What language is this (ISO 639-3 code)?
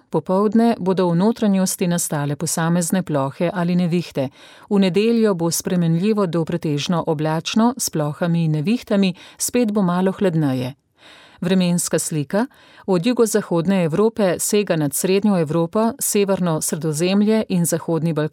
slv